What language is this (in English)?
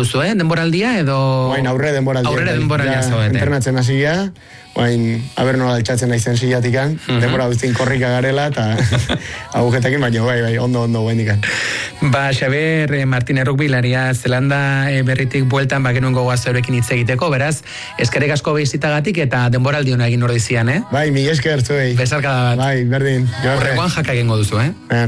Basque